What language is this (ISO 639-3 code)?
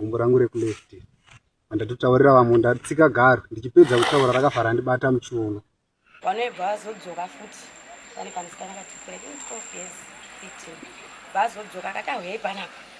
sna